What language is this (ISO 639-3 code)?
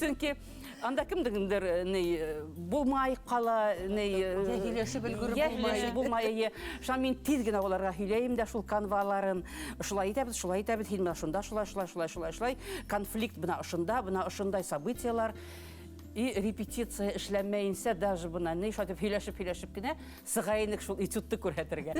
bak